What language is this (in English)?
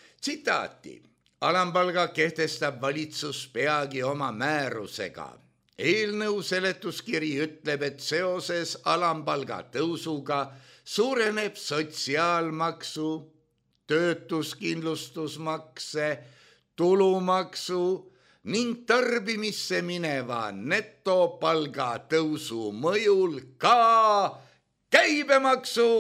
Estonian